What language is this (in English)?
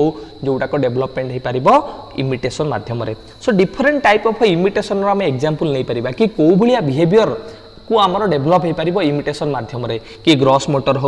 Odia